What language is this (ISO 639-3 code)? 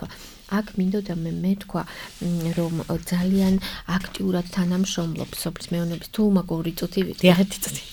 kat